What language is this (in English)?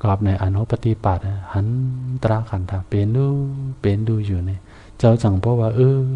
Shan